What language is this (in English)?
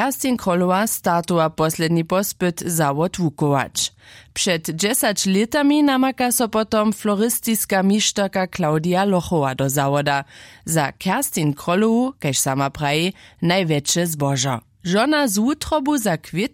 Upper Sorbian